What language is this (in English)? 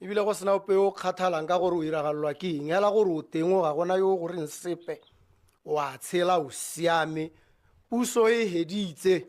Tswana